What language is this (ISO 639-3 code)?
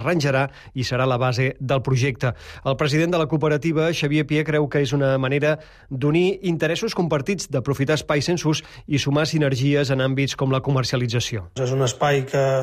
cat